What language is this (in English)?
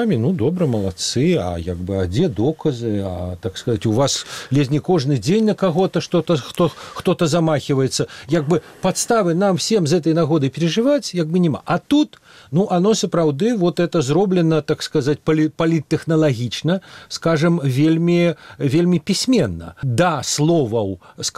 Belarusian